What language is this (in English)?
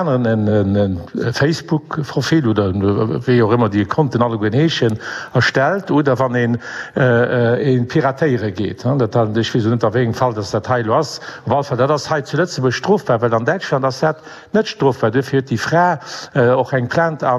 Luxembourgish